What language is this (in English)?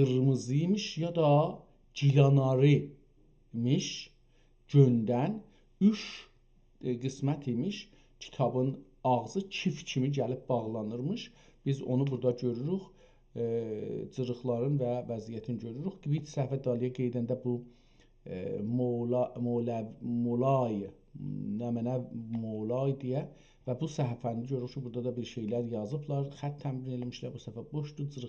South Azerbaijani